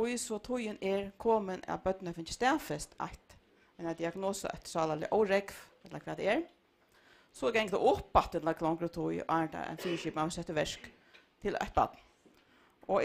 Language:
Faroese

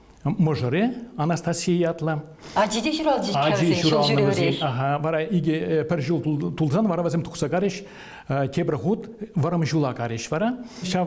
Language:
Chuvash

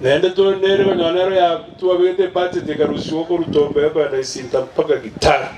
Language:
Gusii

